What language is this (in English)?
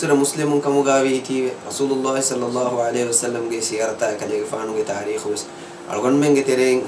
Divehi